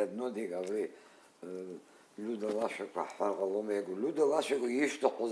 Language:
Abkhazian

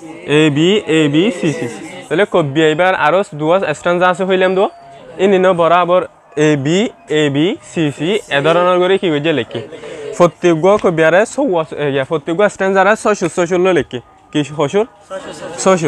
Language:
Rohingya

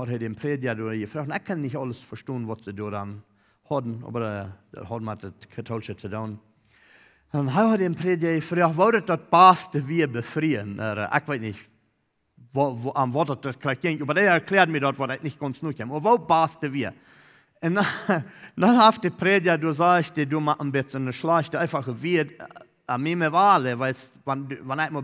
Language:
Plautdietsch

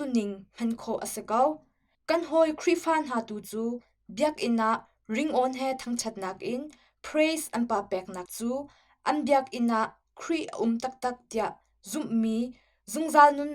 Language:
Hakha Chin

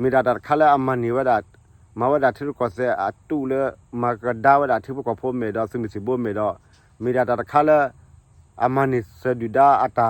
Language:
S'gaw Karen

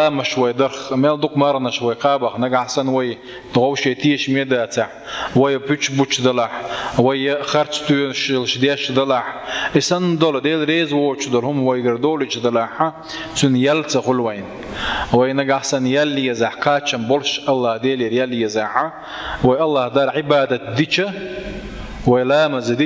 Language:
Chechen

